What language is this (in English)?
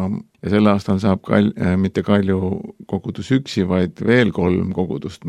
Estonian